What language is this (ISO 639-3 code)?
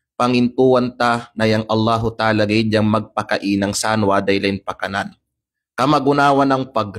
kqe